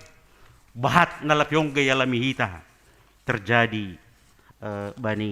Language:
Batak Simalungun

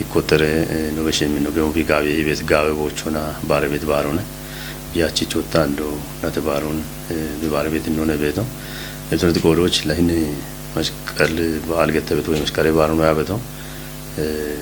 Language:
Kafa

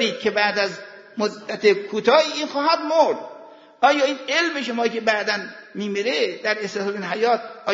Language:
Persian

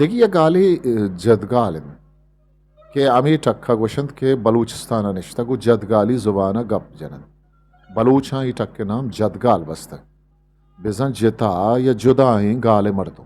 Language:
Eastern Balochi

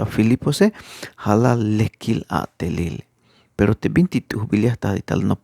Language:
Tzeltal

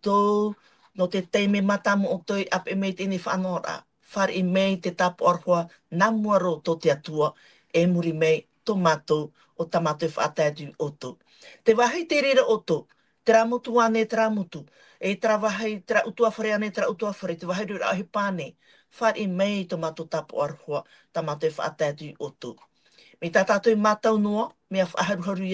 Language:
Tahitian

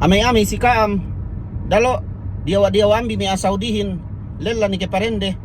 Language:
Yakan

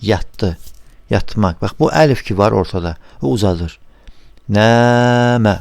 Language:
Azerbaijani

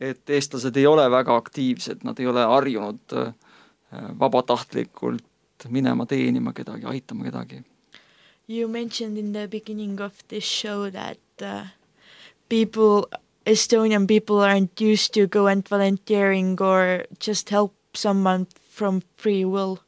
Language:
Estonian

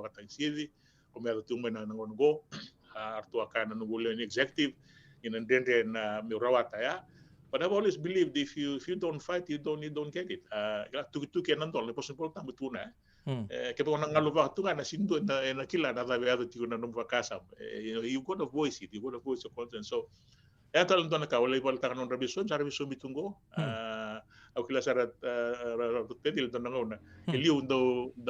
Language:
Fijian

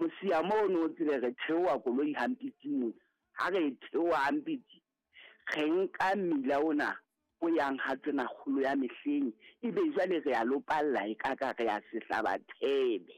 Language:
Southern Sotho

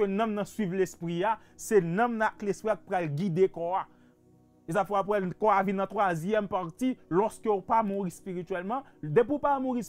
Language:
Haitian Creole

